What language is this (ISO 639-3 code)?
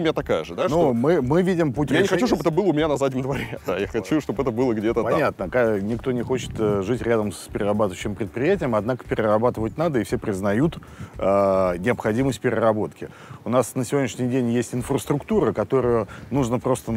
rus